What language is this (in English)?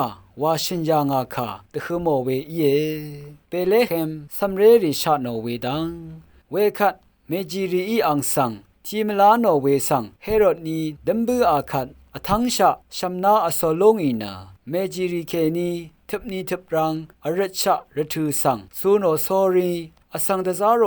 Rawang